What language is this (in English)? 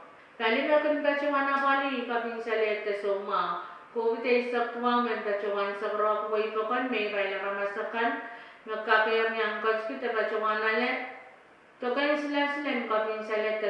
Pohnpeian